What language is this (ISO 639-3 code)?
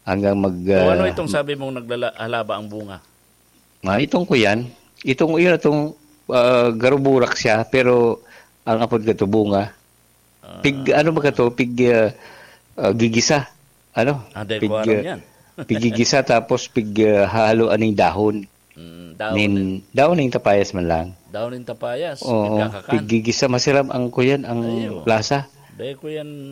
bik